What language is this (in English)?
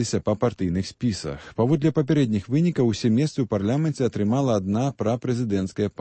Belarusian